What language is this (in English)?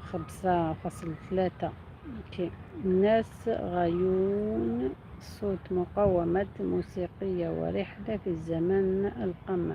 Algerian Arabic